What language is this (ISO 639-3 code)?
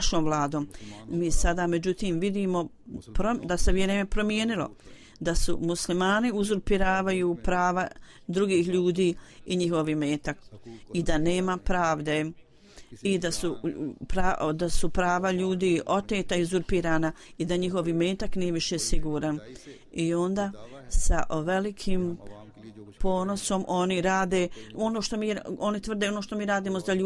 bos